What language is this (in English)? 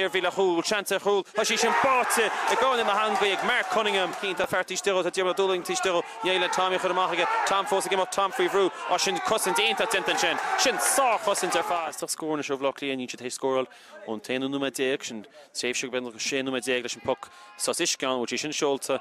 Irish